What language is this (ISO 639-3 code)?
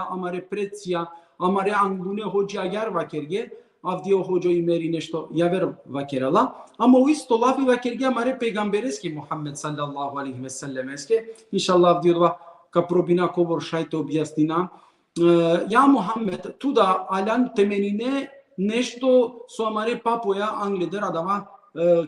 rmn